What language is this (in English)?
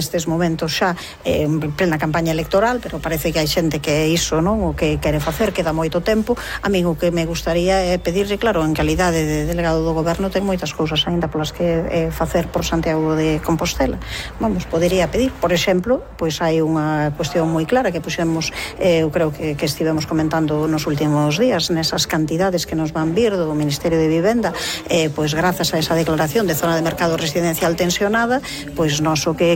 Galician